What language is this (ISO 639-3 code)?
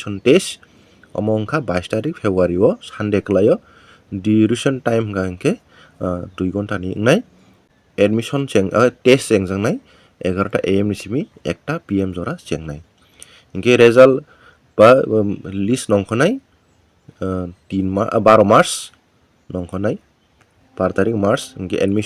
trp